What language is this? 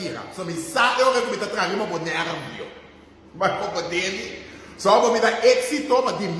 Papiamento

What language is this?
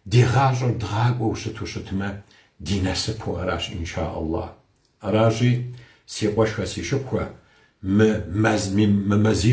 Kabardian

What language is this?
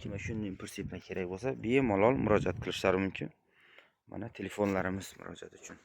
Uzbek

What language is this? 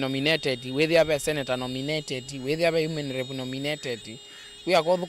Kamba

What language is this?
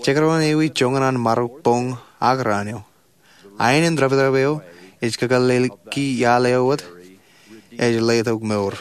Marshallese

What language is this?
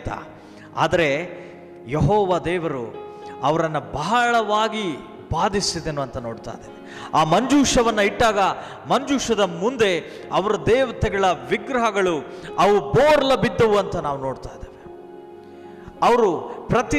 Kannada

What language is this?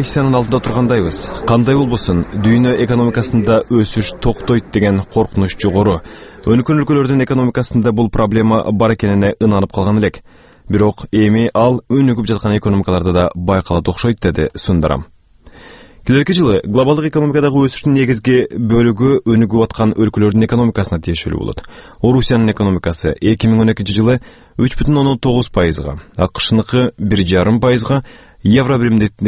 Kyrgyz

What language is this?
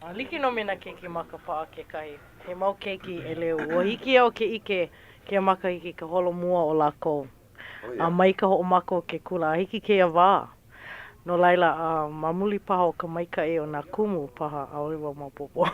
Hawaiian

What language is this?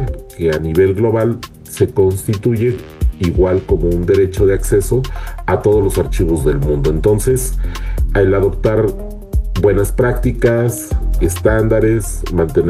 Spanish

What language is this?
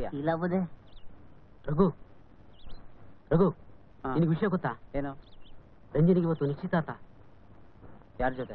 Kannada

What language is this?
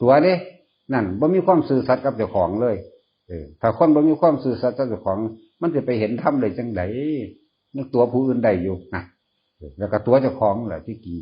Northeastern Thai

